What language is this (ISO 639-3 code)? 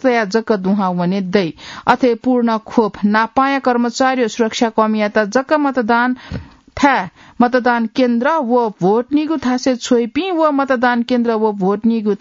new